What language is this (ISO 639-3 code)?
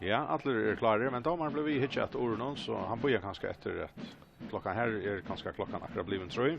fao